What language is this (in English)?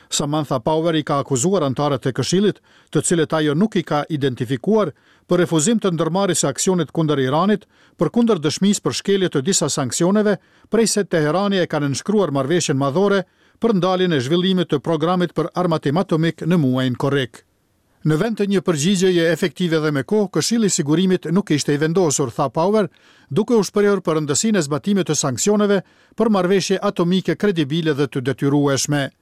Albanian